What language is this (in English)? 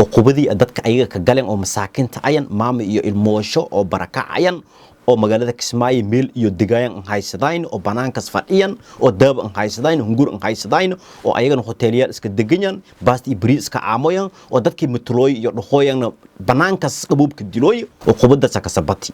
Somali